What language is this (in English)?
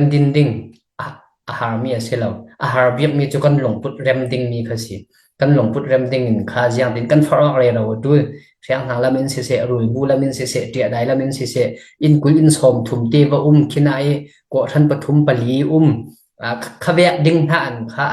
Falam Chin